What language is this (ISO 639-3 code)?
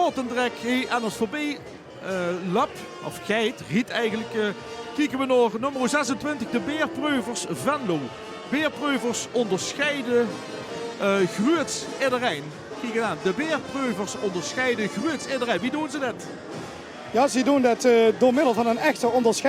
lim